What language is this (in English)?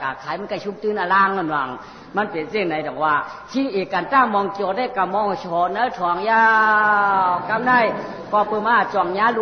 Shan